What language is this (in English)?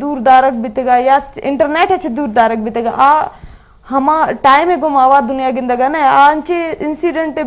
Eastern Balochi